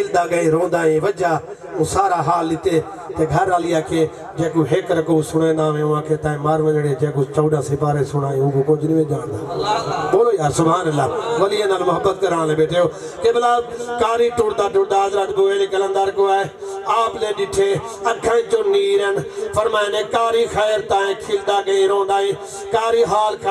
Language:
Saraiki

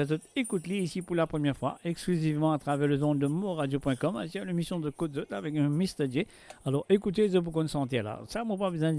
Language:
Morisyen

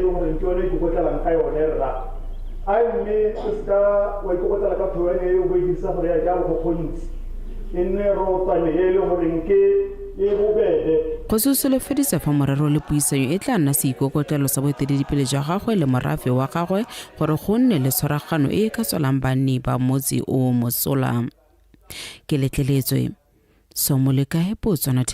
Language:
Tswana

